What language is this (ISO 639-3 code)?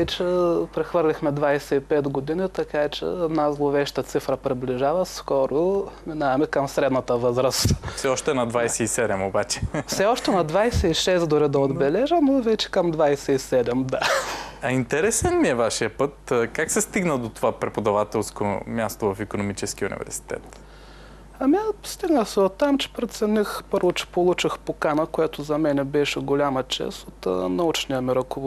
bul